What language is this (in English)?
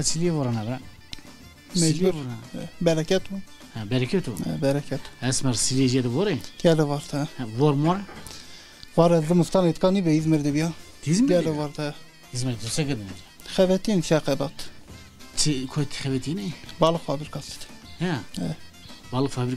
Zaza